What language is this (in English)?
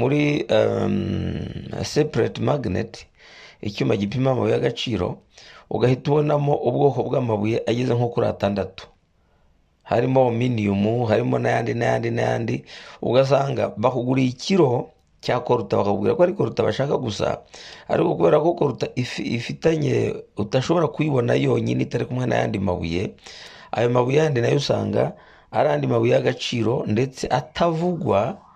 Kinyarwanda